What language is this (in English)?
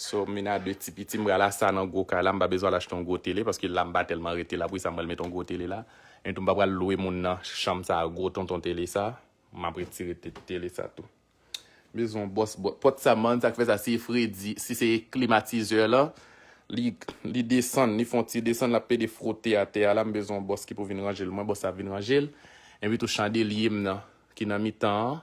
Haitian Creole